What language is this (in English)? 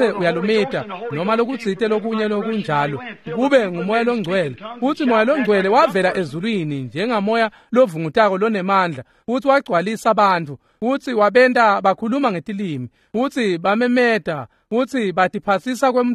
Swati